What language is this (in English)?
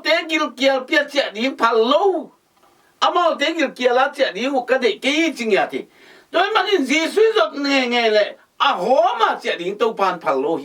Tedim Chin